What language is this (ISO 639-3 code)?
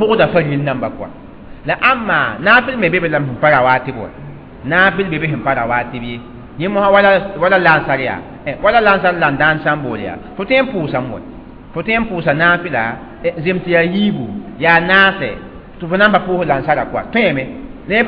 mos